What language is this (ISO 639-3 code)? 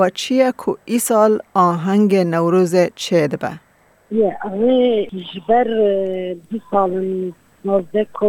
kur